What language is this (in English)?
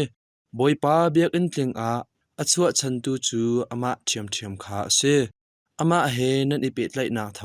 Hakha Chin